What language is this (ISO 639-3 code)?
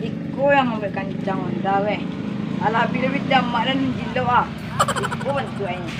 min